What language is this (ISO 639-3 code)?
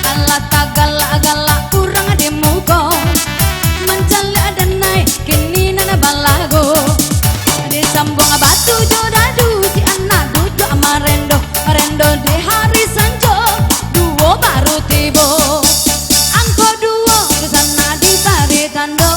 min